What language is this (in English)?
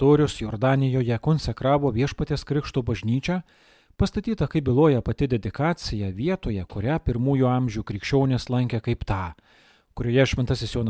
Lithuanian